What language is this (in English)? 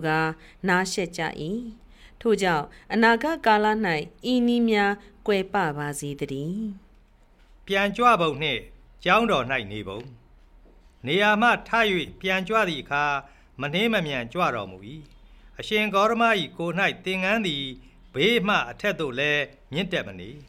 Burmese